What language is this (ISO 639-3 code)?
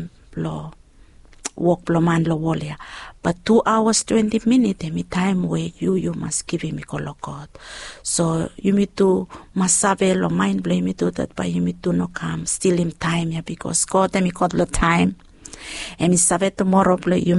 bis